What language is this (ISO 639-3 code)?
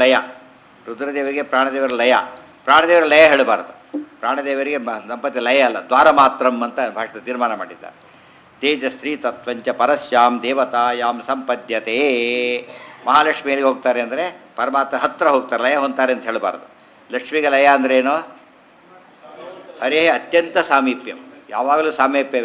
kan